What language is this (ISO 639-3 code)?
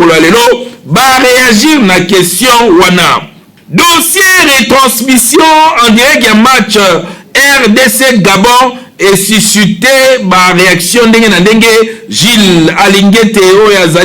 lin